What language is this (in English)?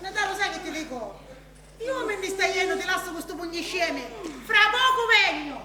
Sicilian